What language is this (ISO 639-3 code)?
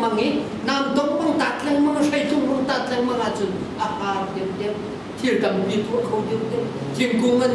cnh